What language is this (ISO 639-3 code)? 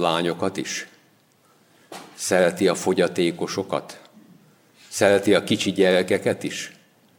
hun